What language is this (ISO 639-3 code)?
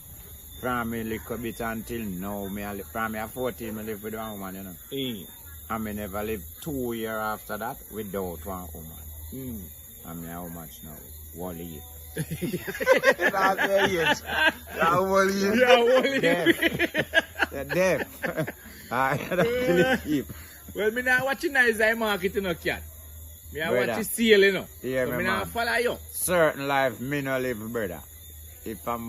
jam